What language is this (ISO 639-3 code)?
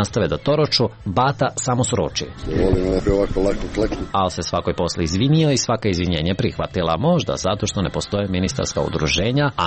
srp